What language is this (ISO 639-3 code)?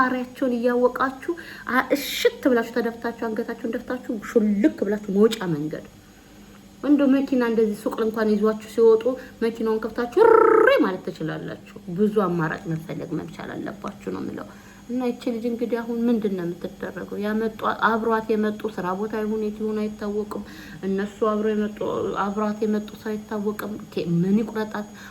amh